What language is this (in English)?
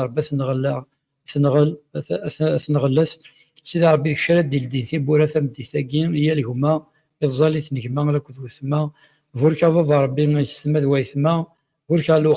Kabyle